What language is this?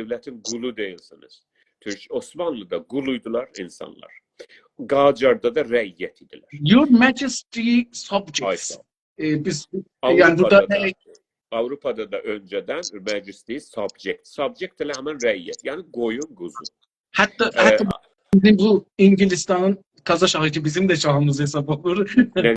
South Azerbaijani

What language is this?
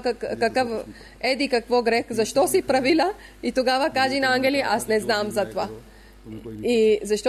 Bulgarian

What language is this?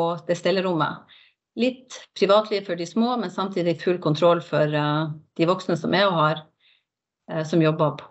Norwegian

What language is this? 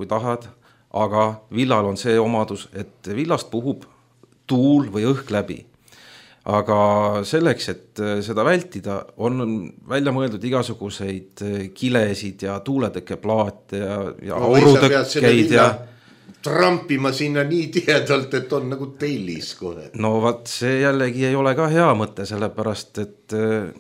Estonian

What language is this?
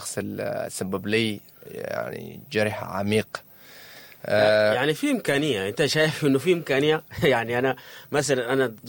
Sudanese Arabic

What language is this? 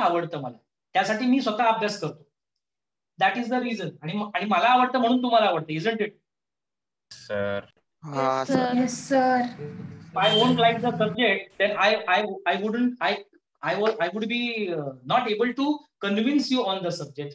Marathi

